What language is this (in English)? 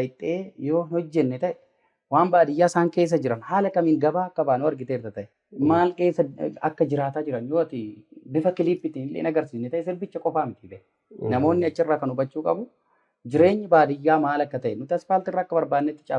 Oromo